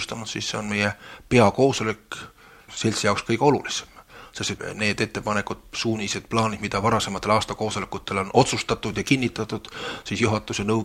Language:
Estonian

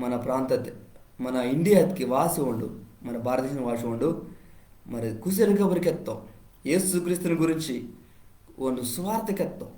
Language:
Koya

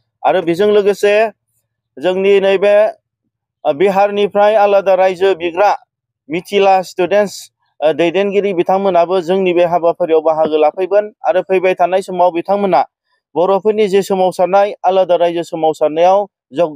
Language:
Bodo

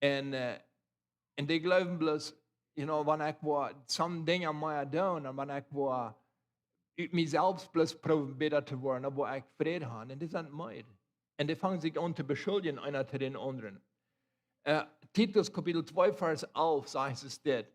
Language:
Plautdietsch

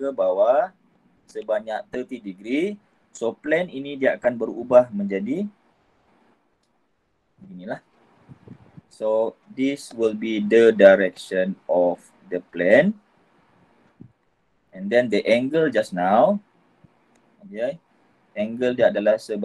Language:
Malay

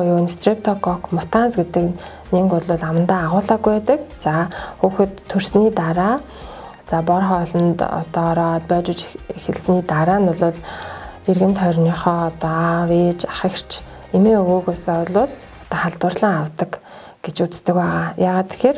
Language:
Mongolian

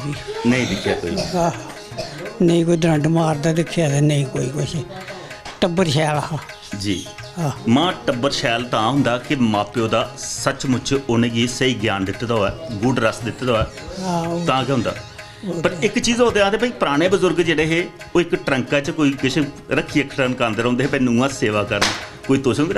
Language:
Dogri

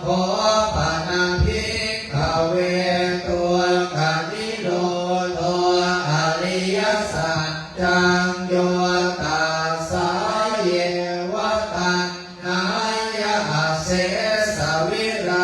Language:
Pali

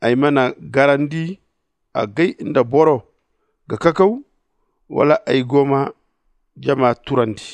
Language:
Zarma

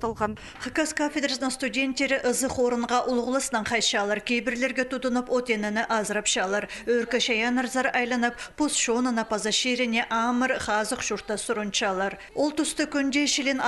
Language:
Khakas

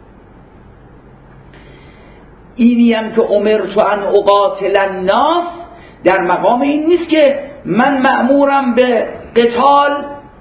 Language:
Persian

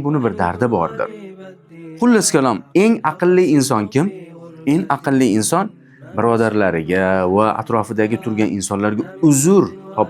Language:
Uzbek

